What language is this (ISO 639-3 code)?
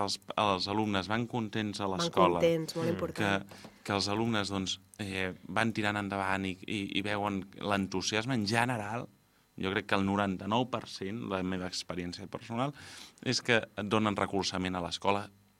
cat